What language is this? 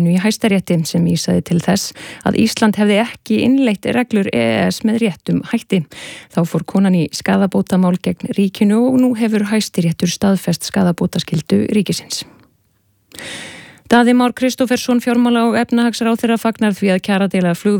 Icelandic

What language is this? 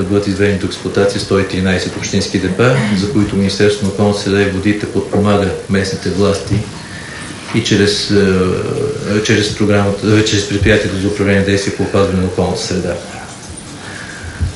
Bulgarian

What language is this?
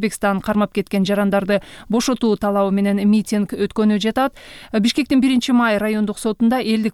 Kyrgyz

